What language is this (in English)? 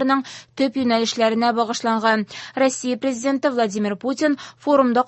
Tatar